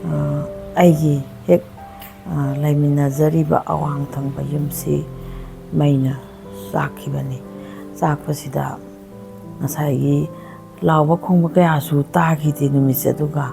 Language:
Manipuri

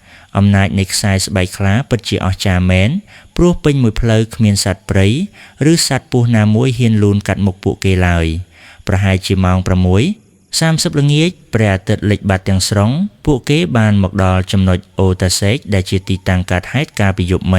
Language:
Khmer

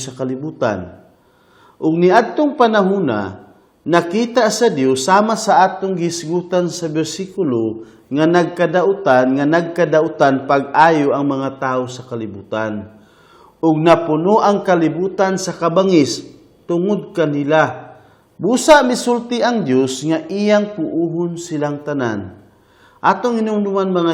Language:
Cebuano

